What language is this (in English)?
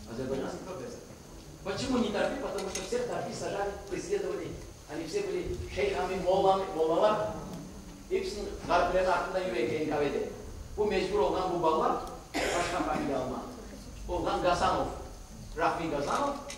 Crimean Tatar